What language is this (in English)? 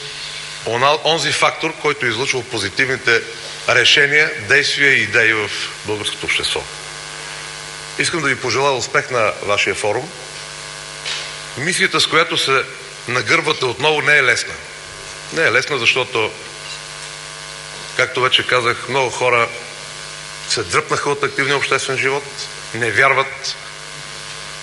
Bulgarian